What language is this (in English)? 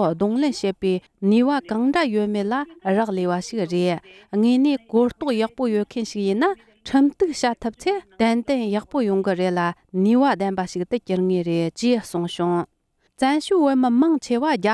Tibetan